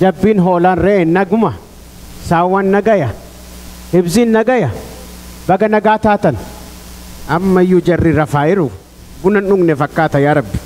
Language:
Oromo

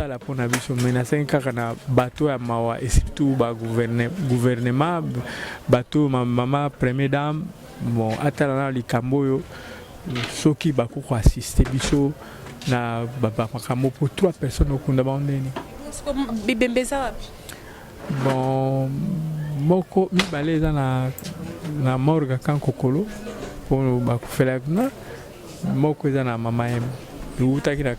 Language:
Lingala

